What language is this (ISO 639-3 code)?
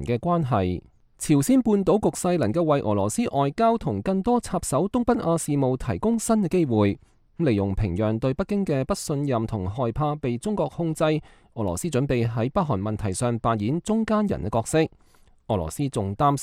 yue